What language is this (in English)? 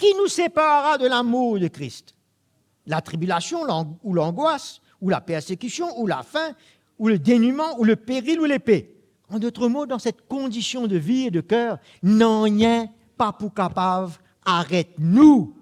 Morisyen